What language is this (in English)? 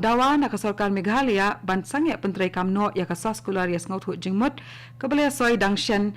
Khasi